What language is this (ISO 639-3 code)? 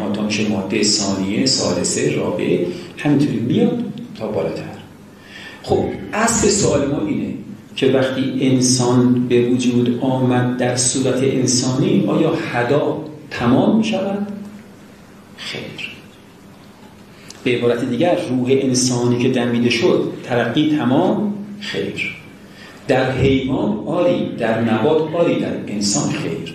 fas